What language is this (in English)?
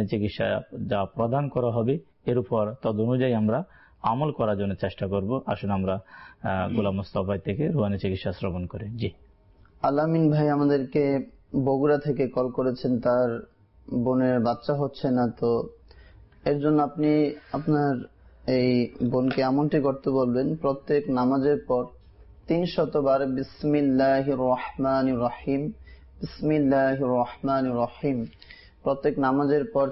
Bangla